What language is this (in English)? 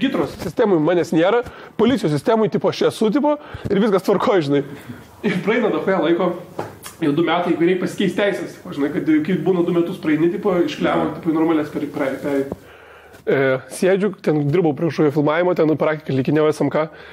Lithuanian